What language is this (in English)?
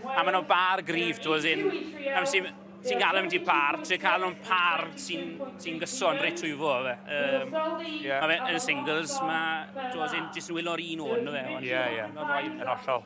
Welsh